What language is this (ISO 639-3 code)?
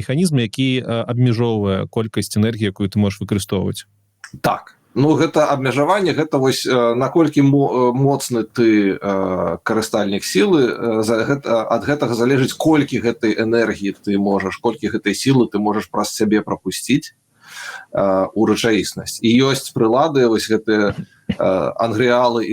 bel